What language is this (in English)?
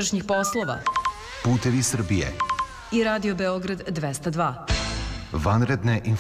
Serbian